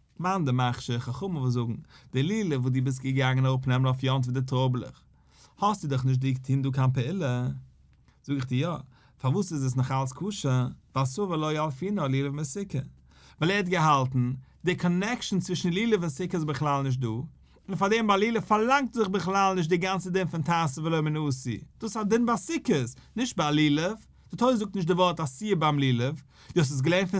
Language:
Yiddish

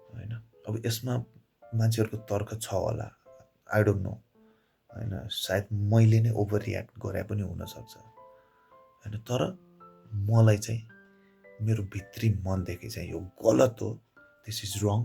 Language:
Nepali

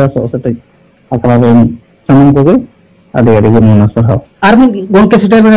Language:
Santali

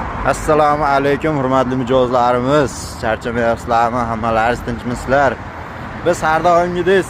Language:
Uzbek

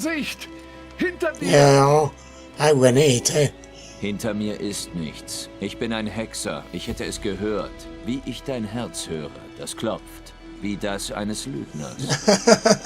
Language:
Swiss German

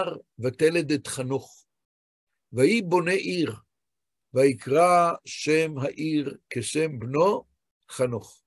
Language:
Hebrew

